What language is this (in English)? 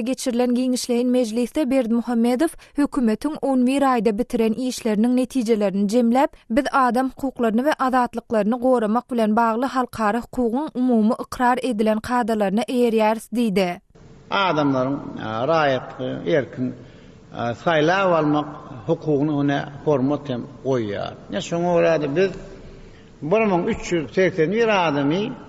Turkmen